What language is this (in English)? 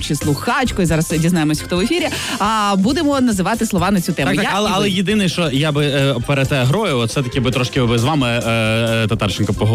Ukrainian